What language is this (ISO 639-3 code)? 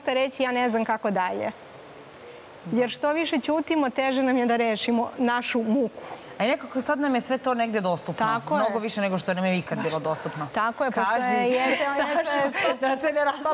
srp